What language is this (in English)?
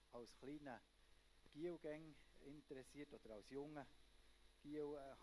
Swiss German